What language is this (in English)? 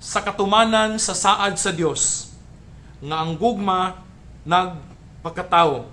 Cebuano